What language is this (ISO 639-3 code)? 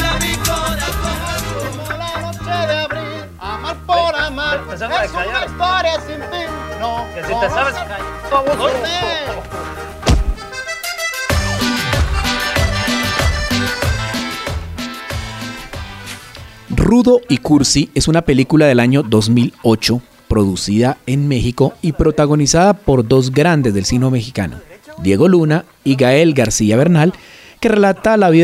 spa